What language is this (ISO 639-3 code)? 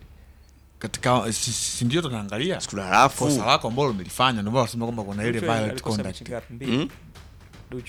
swa